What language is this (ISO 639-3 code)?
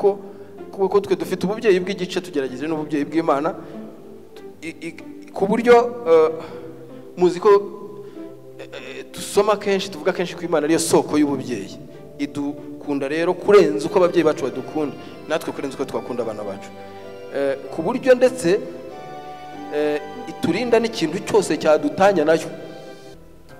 kin